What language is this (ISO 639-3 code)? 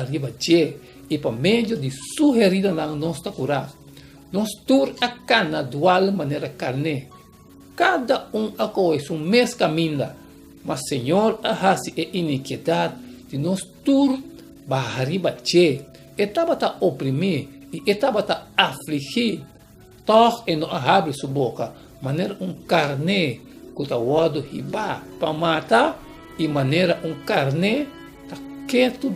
pap